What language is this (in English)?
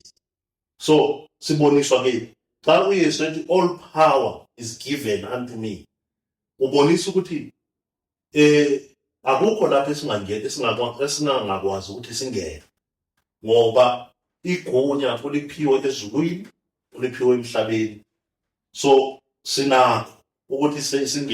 Zulu